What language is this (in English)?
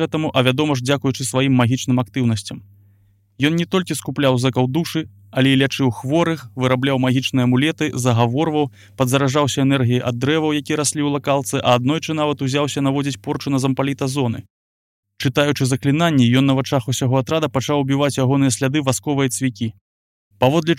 Belarusian